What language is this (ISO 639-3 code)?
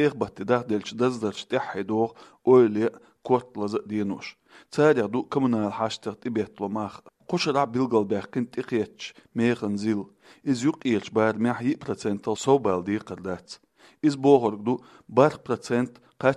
che